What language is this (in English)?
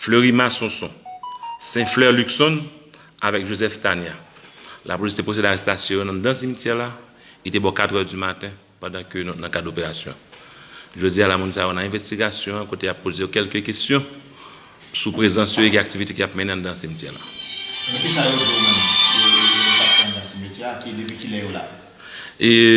Haitian Creole